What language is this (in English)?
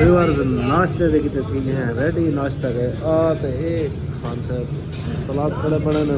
Saraiki